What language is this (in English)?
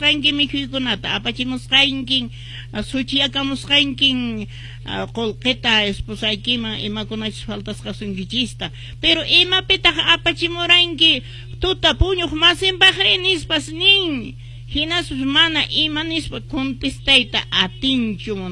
Quechua